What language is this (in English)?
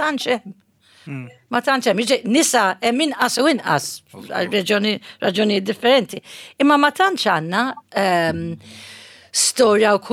Maltese